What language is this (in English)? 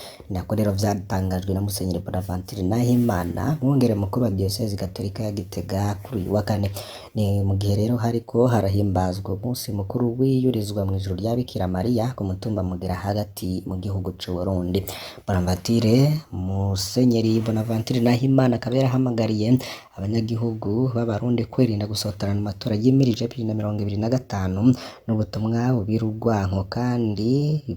Rundi